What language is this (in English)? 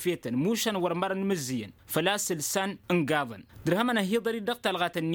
Tamasheq